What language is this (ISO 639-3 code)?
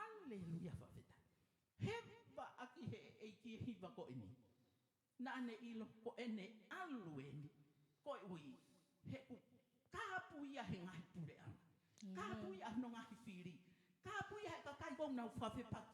ton